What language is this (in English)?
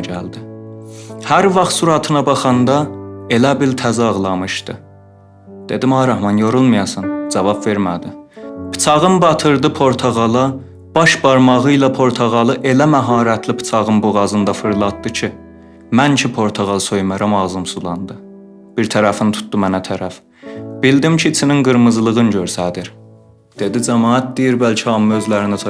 South Azerbaijani